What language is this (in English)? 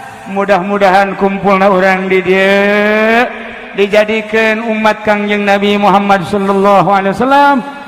Sundanese